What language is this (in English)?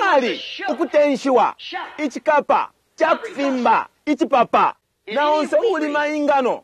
Bemba